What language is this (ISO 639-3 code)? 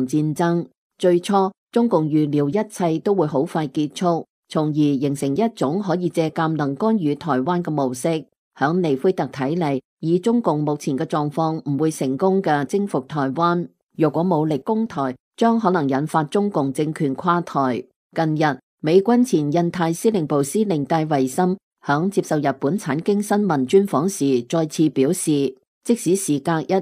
yue